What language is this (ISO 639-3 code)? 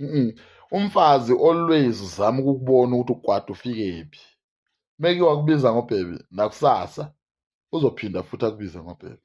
zul